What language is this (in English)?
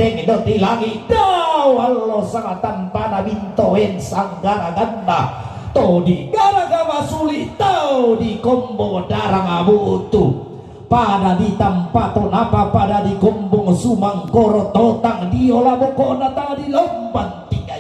Toraja-Sa'dan